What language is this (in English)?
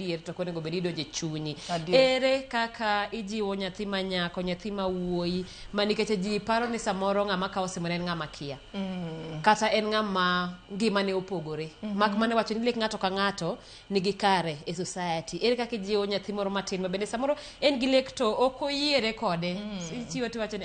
Luo (Kenya and Tanzania)